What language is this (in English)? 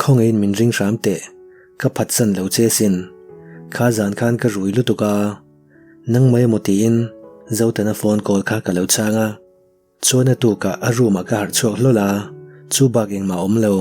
Mizo